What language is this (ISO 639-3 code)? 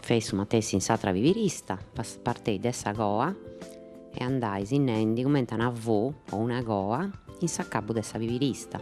srd